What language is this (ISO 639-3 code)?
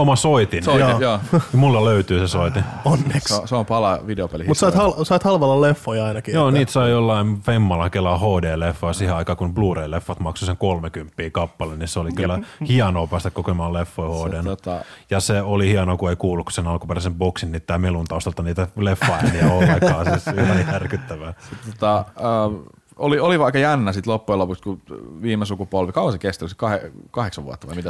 fin